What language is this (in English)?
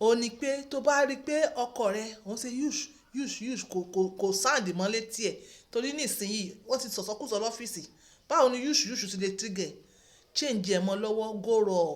Yoruba